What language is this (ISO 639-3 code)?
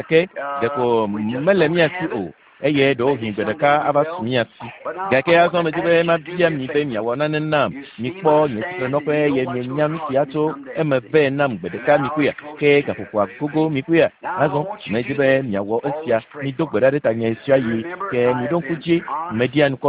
ewe